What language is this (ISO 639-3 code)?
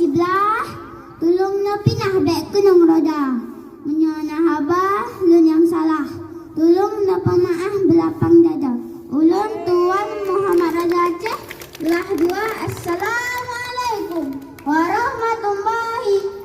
ace